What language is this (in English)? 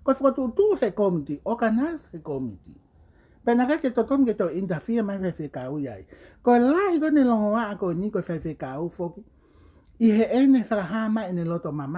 Tongan